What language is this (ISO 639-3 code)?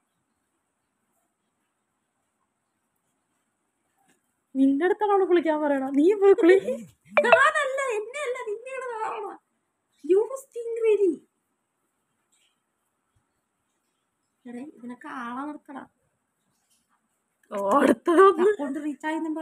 mal